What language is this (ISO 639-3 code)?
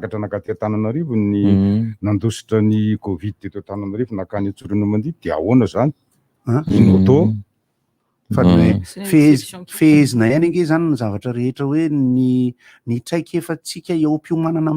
mlg